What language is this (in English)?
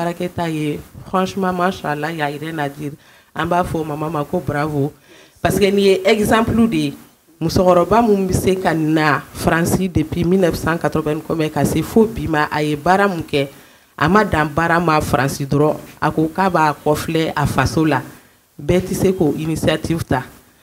Bambara